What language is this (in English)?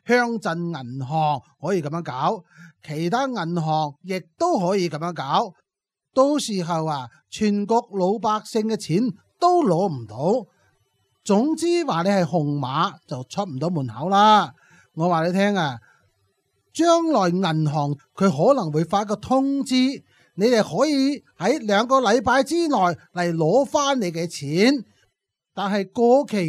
Cantonese